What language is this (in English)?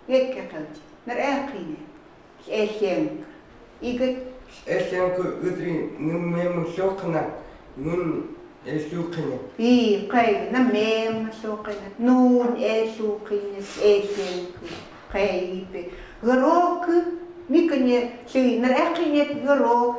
Chukot